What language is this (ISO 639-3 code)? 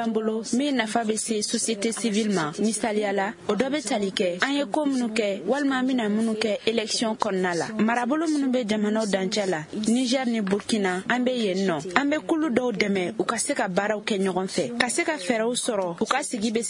bam